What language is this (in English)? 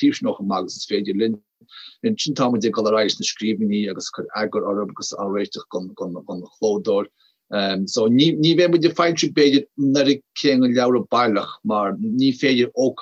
Irish